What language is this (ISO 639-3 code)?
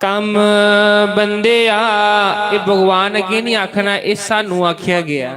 doi